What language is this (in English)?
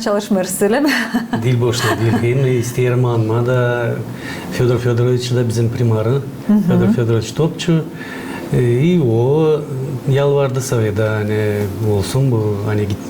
Gagauz